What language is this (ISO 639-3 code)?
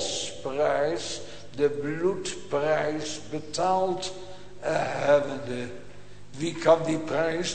nld